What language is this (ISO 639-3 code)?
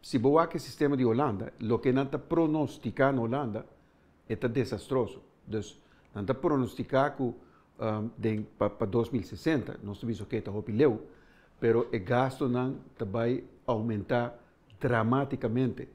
pap